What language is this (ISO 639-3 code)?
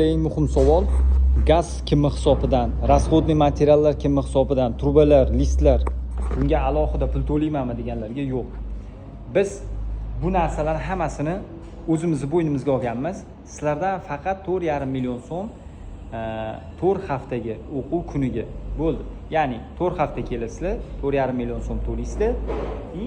uzb